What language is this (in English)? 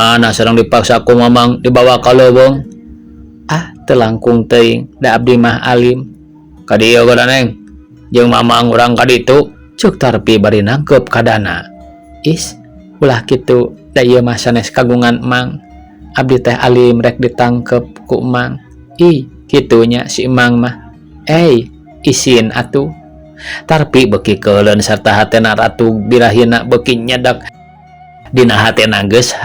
Sundanese